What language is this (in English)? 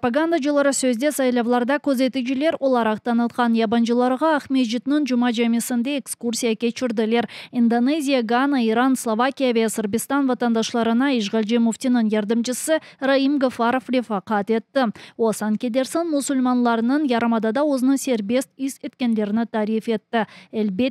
Crimean Tatar